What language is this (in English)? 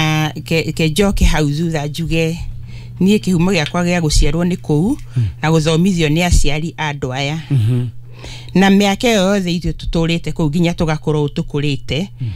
Kikuyu